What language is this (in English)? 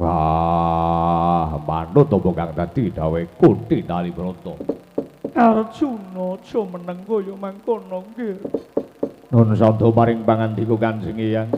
Javanese